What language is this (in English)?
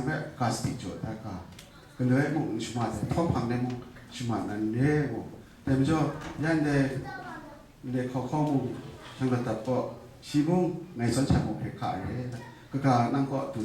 Kachin